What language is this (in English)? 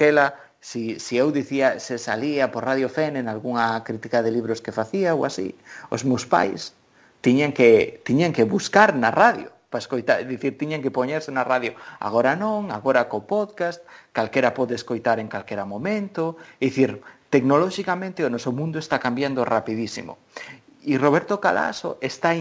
Galician